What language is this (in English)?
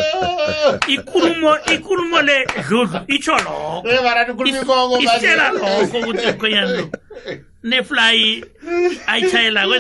South Ndebele